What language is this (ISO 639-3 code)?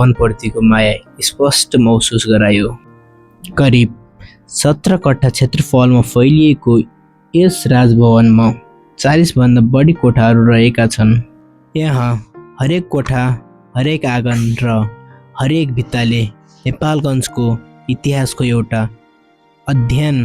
nep